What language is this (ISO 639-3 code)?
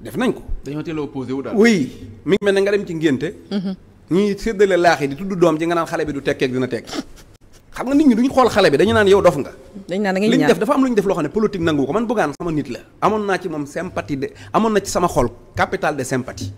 wol